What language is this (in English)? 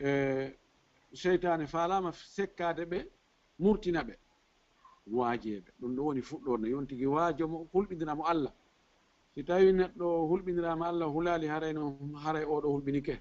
Fula